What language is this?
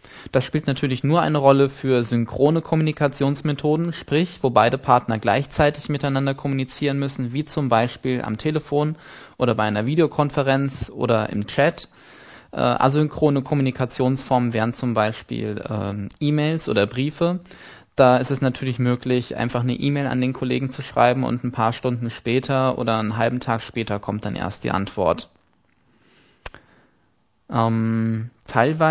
German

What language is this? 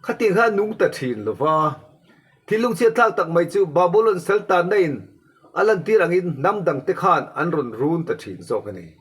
Mizo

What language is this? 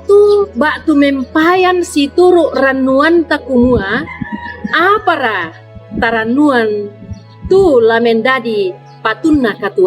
Toraja-Sa'dan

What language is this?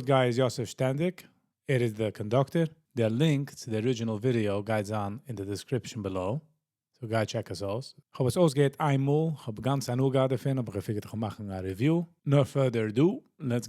Yiddish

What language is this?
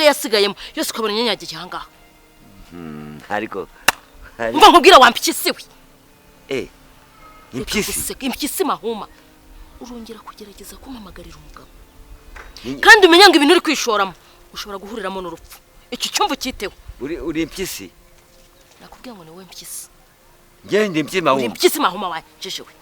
Kinyarwanda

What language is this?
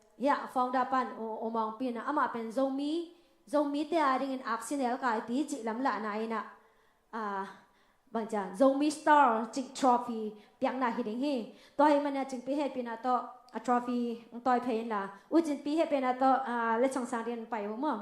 Tedim Chin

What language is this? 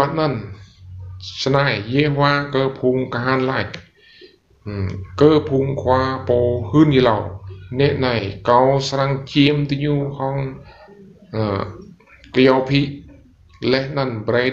Rade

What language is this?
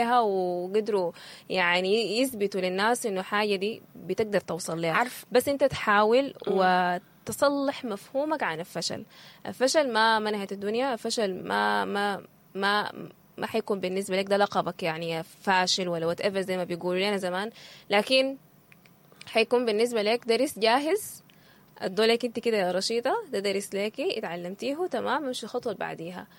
Sudanese Arabic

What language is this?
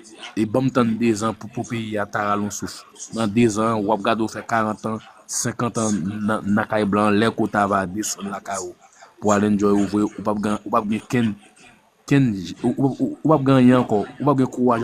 Haitian Creole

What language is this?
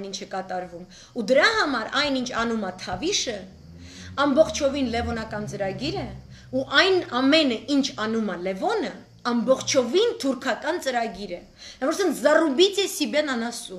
Armenian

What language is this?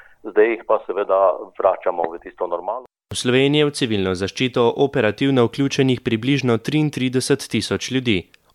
Slovenian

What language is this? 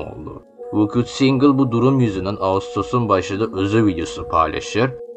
Turkish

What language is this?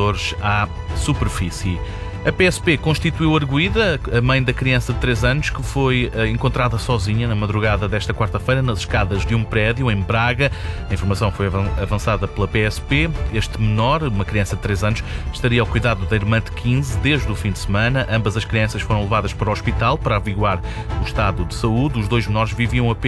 Portuguese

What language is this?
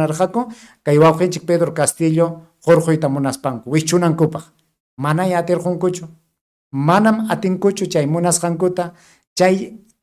Ayacucho Quechua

